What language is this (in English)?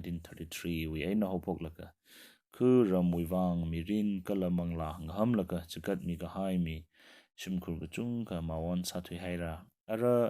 Tangkhul Naga (India)